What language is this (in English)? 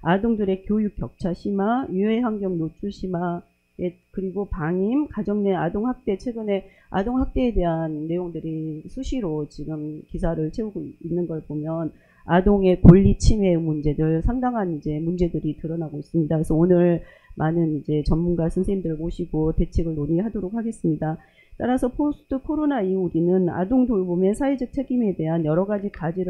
Korean